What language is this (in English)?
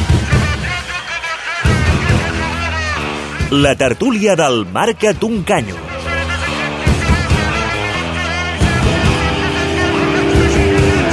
Catalan